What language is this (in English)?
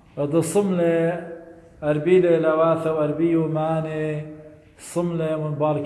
Assyrian Neo-Aramaic